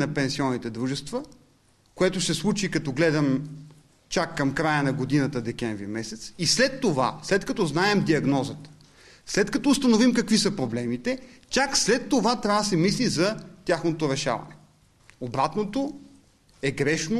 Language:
Bulgarian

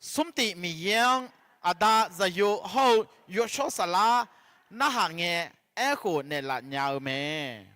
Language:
Akha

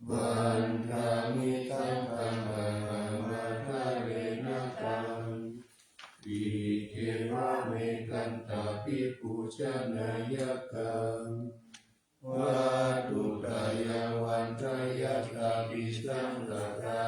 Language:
Pali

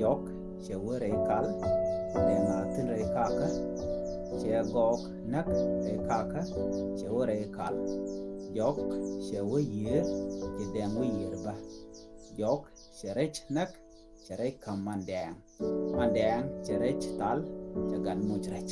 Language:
Nuer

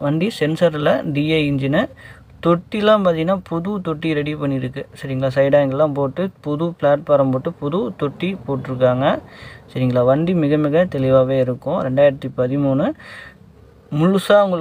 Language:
Tamil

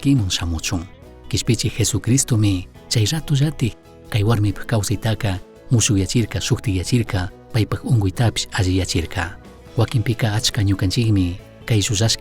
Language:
Chimborazo Highland Quichua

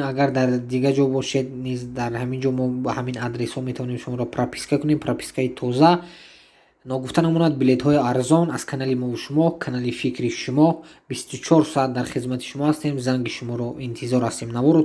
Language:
Tajik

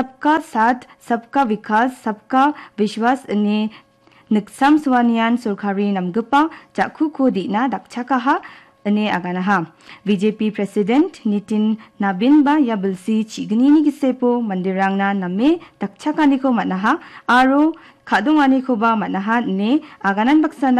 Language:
Garo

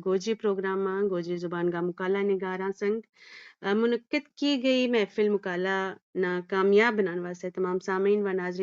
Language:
Gujari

